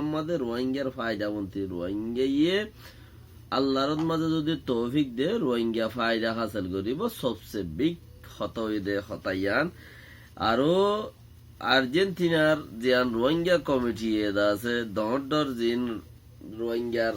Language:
Rohingya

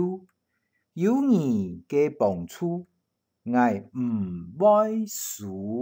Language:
Hakka Chinese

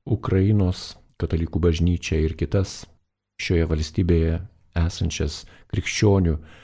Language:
Lithuanian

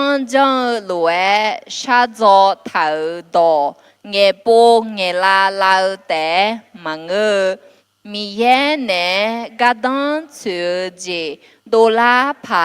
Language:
Akha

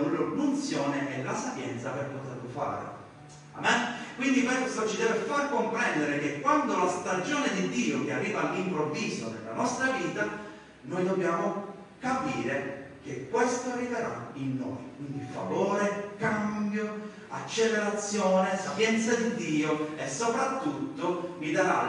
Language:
Italian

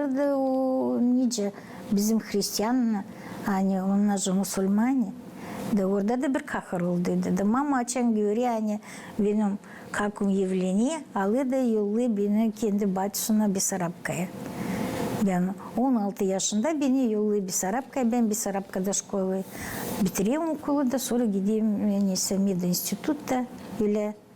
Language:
Gagauz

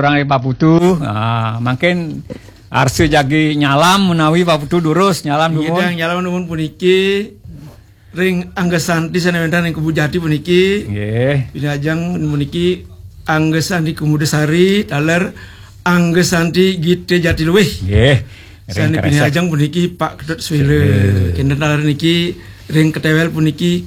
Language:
Balinese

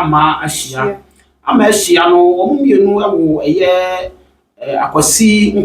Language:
Akan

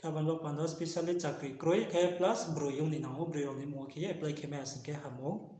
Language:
Riang (India)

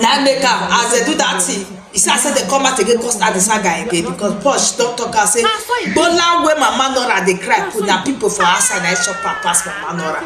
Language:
Nigerian Pidgin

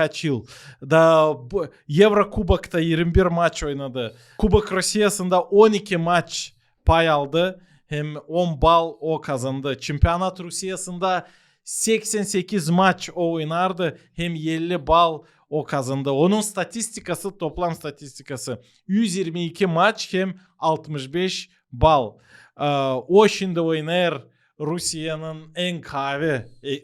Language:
Gagauz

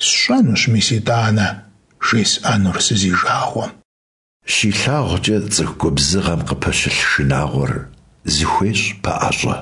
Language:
Kabardian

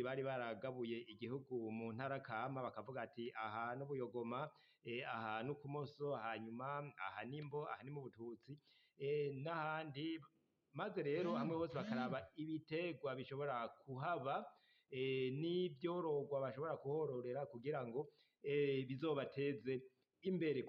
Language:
Rundi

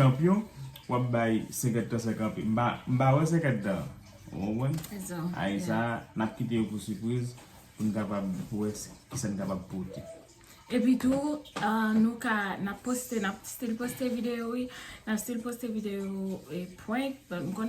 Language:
Haitian Creole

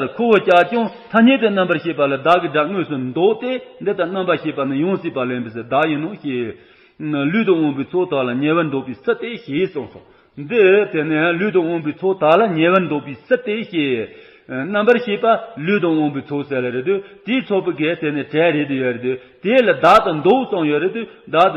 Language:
Tibetan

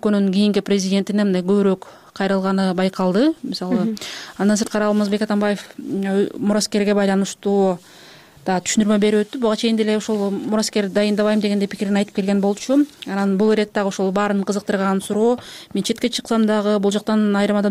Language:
Kyrgyz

